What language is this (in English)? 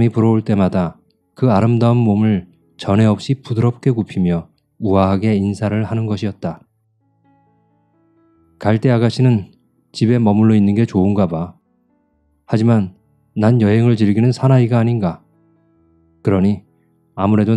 Korean